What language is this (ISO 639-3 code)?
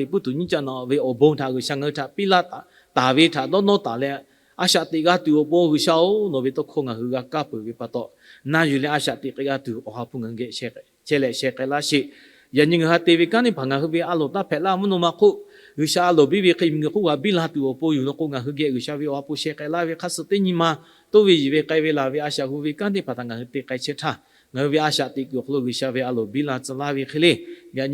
lhu